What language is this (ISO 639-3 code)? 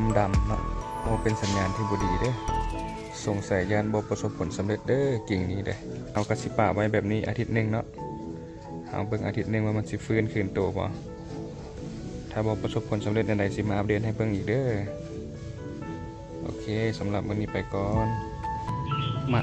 lao